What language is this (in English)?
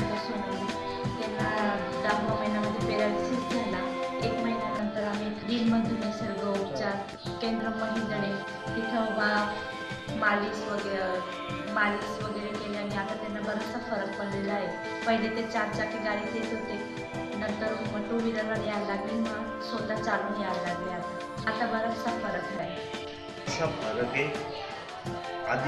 Marathi